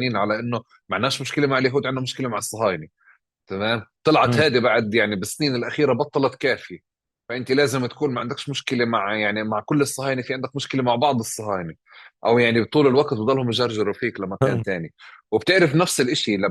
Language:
North Levantine Arabic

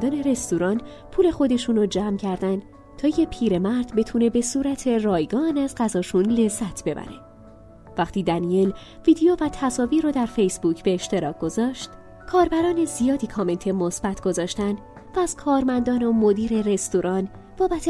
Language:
Persian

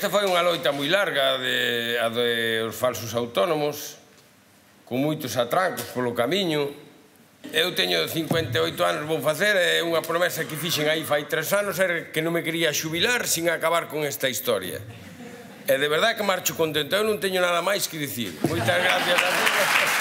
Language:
Galician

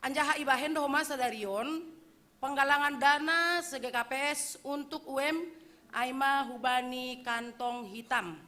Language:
Batak Simalungun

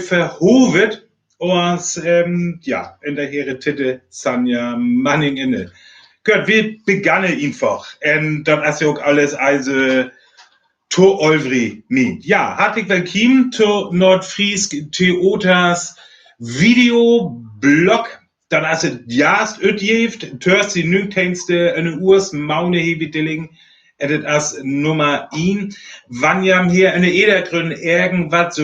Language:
Northern Frisian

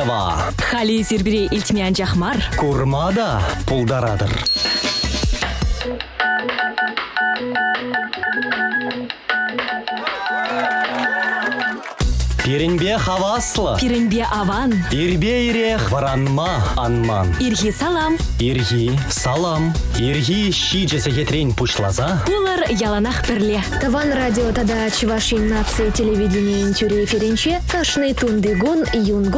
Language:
Chuvash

